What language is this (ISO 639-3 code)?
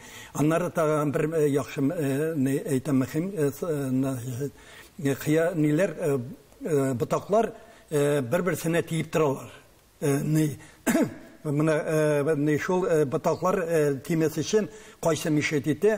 tat